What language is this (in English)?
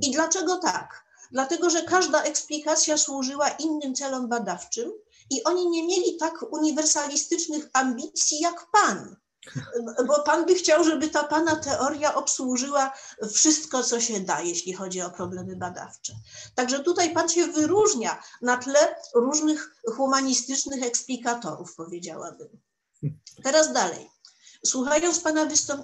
Polish